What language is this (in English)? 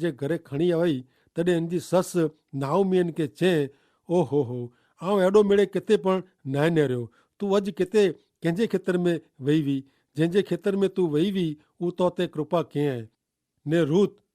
Kachhi